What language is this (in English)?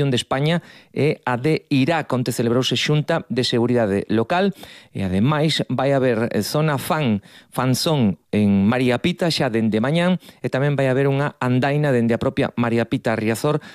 Galician